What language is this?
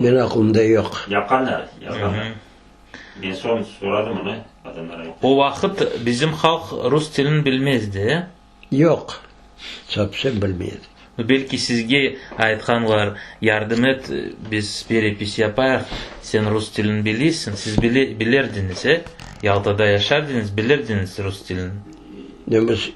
Crimean Tatar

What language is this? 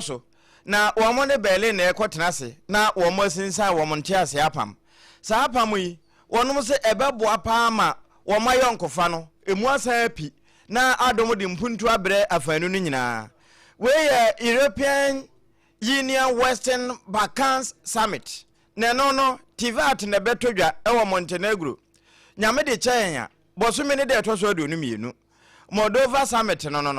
Akan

